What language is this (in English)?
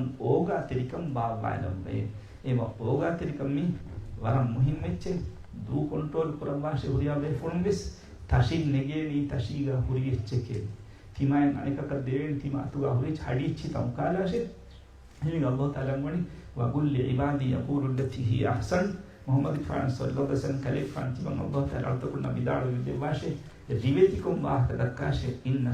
Divehi